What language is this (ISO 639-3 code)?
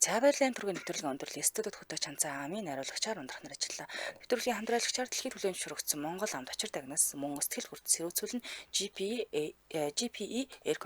mon